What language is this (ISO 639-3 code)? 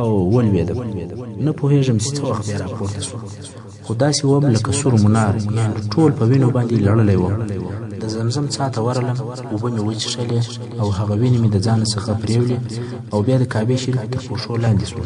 pus